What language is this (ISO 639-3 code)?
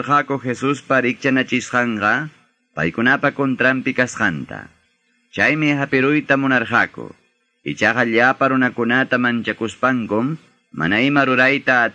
que